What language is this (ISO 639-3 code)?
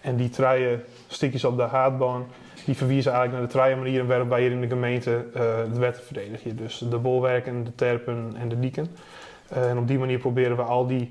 fry